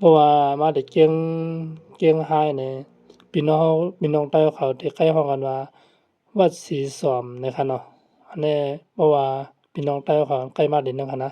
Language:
Shan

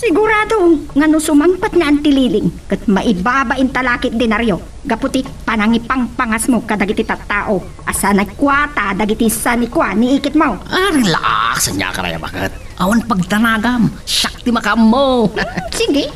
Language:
Iloko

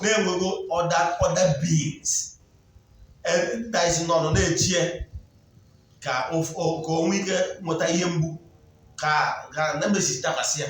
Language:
Igbo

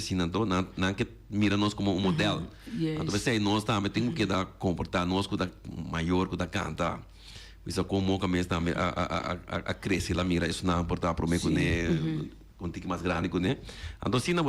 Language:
Papiamento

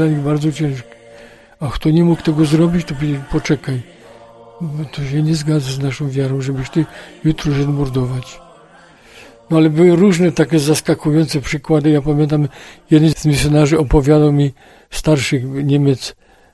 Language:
Polish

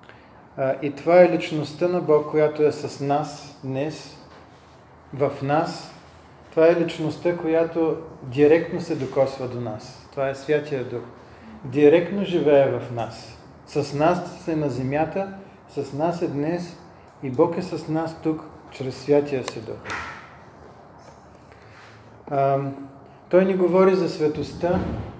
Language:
Bulgarian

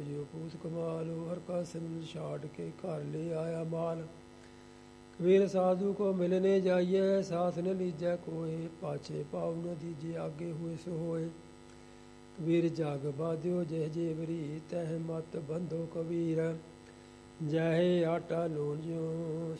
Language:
Punjabi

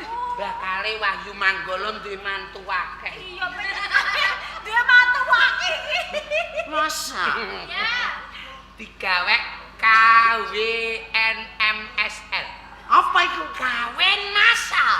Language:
Javanese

